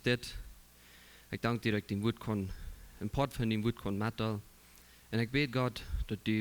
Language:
Plautdietsch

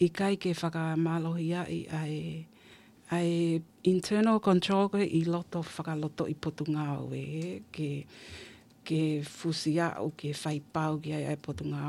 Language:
Tongan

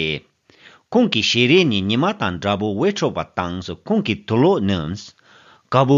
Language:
Tibetan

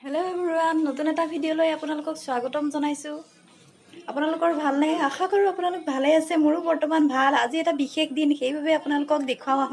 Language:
Assamese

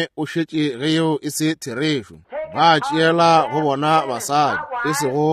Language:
Northern Sotho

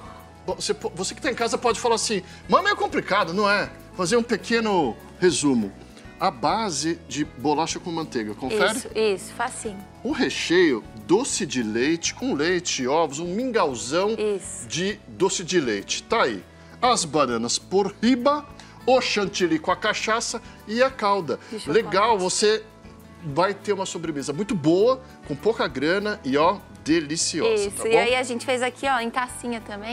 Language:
Portuguese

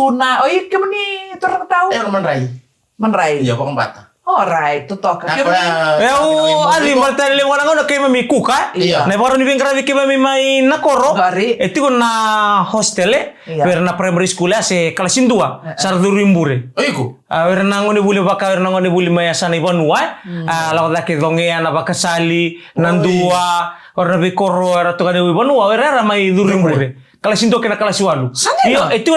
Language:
Fijian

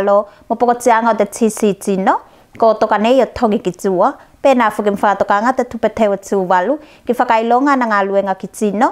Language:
Tuvalu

